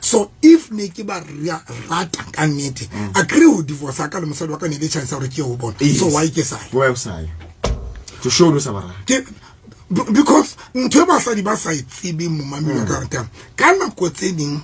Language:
Southern Sotho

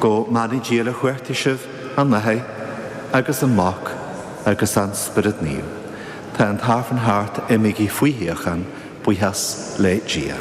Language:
Irish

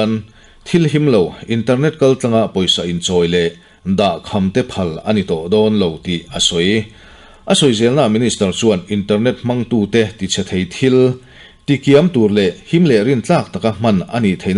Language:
Mizo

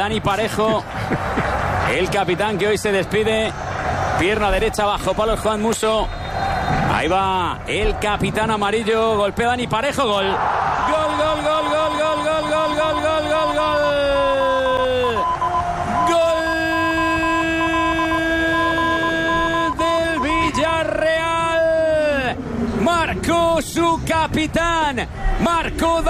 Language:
Spanish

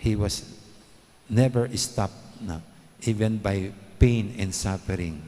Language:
Pampanga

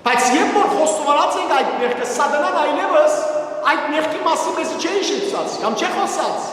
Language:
Western Armenian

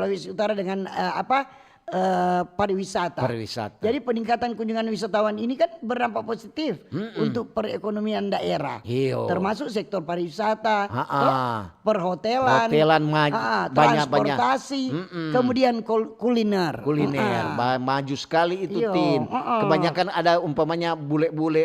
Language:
Manado Malay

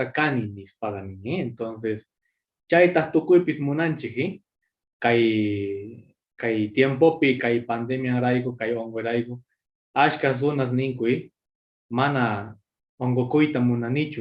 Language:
Quechua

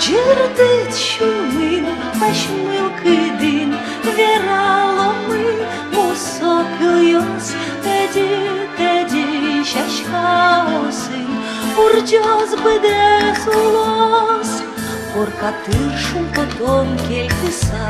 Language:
Udmurt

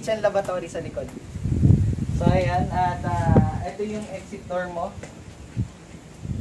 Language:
Filipino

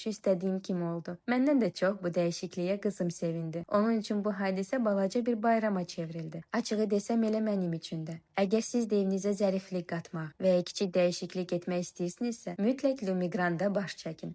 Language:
Azerbaijani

